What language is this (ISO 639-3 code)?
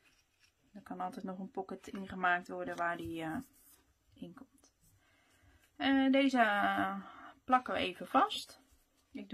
nld